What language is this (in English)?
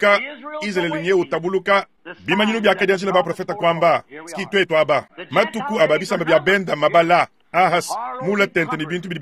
Luba-Lulua